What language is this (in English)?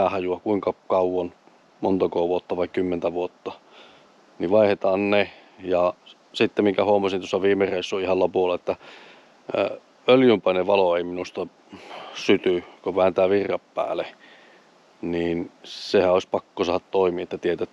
Finnish